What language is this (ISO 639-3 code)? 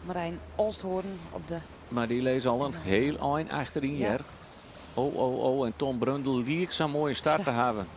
fry